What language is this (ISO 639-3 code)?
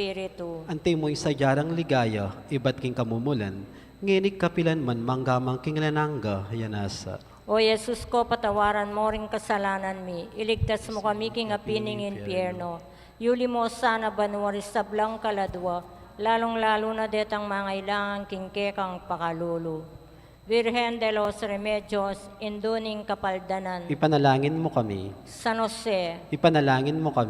pam